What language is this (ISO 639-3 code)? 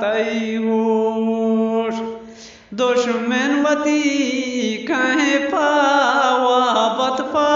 bgp